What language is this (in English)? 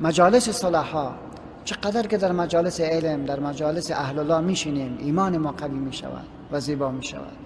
Persian